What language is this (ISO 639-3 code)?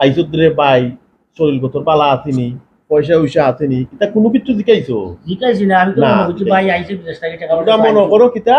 syl